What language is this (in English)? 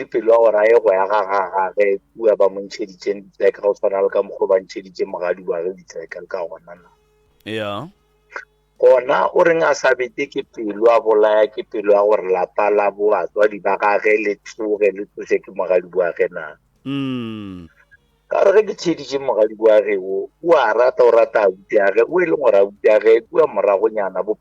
Northern Sotho